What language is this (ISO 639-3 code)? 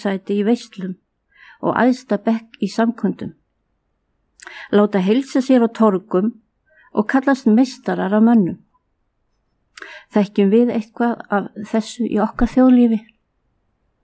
isl